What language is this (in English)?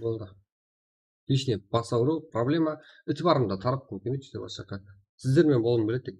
Kara-Kalpak